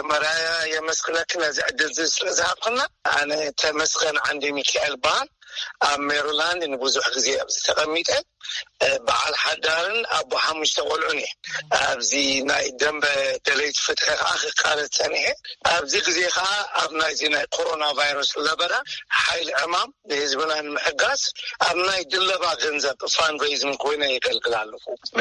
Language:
Tigrinya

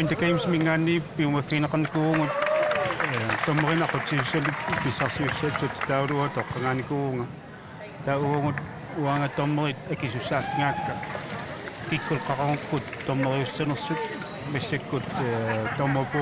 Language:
Kalaallisut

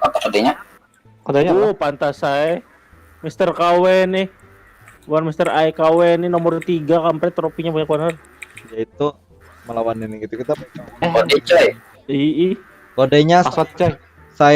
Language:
Banjar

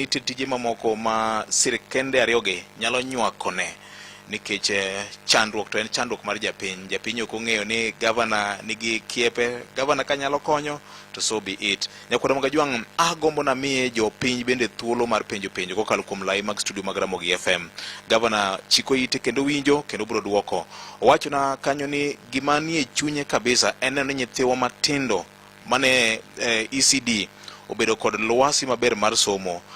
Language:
Luo (Kenya and Tanzania)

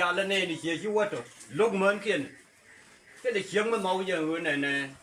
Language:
Nuer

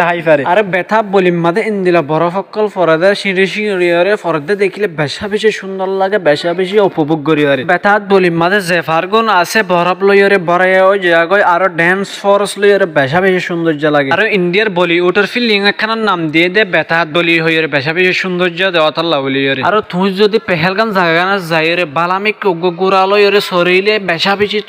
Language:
Rohingya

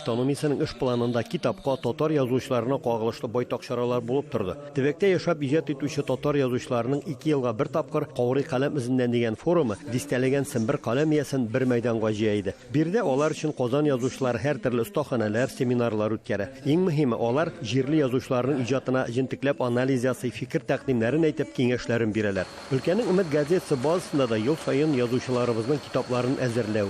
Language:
Tatar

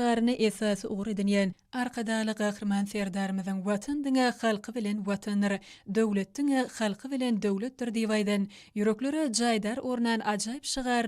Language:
Turkmen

